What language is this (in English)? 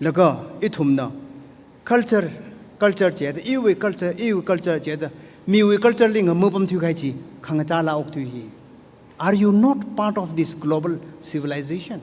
Tangkhul Naga (India)